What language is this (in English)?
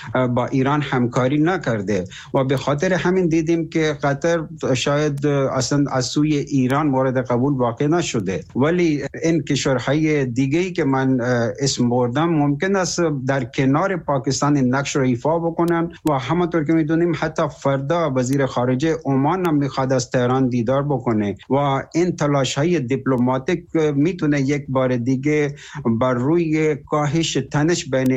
Persian